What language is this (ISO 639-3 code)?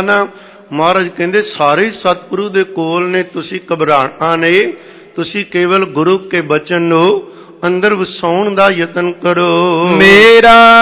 pan